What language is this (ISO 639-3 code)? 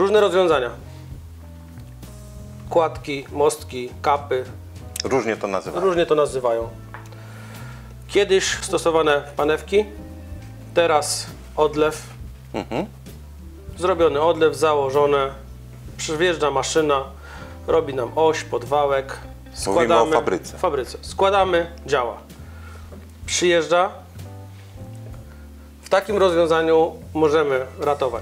pol